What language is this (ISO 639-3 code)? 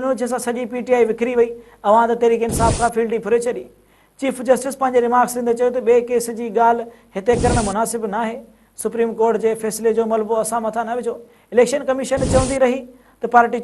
snd